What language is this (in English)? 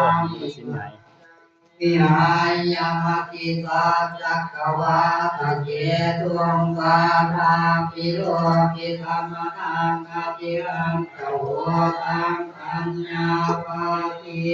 Pali